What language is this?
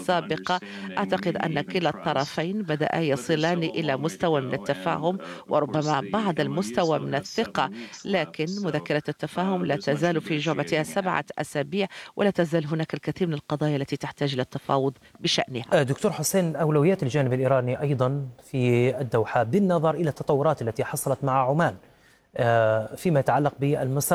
Arabic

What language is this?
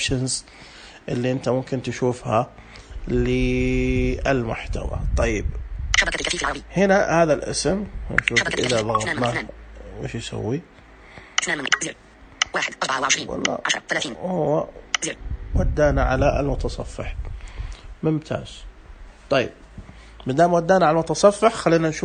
Najdi Arabic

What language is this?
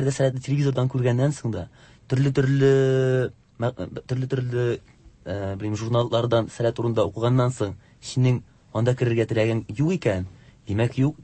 Tatar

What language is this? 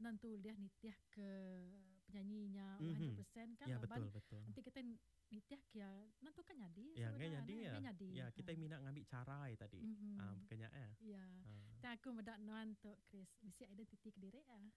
Iban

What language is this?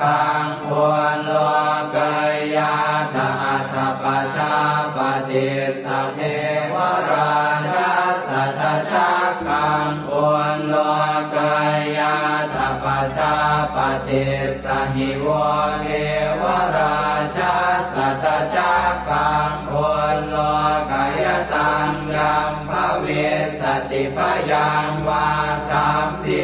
Pali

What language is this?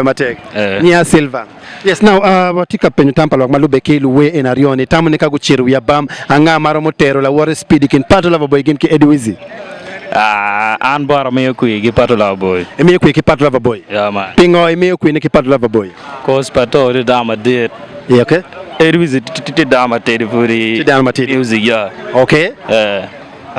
Acoli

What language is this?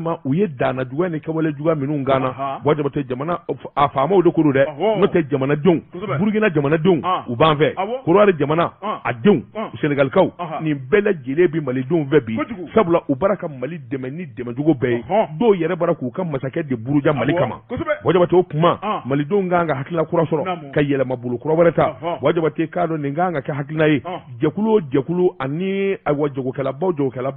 Bambara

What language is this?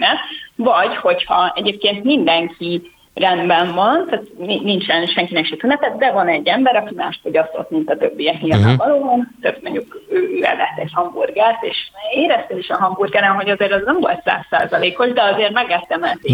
Hungarian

